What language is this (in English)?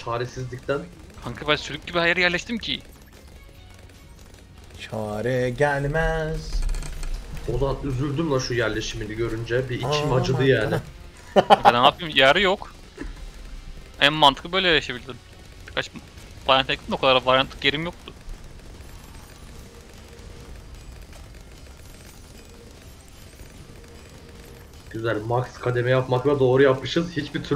Turkish